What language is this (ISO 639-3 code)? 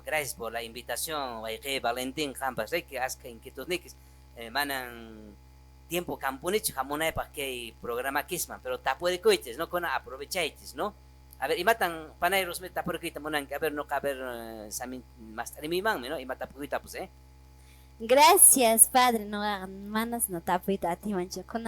que